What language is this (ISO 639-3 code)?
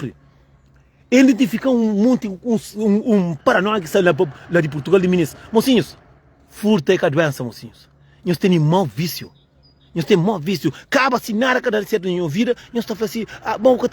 kea